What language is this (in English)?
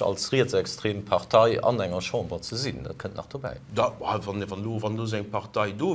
Luxembourgish